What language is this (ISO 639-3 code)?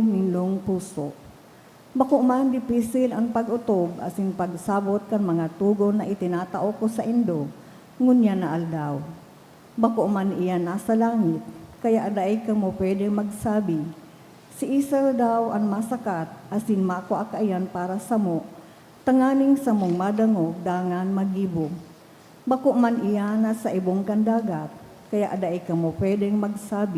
bik